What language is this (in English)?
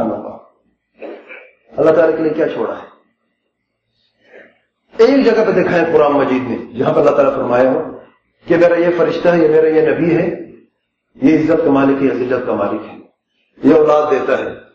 Urdu